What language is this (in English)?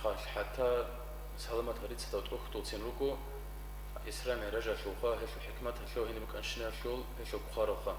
Avaric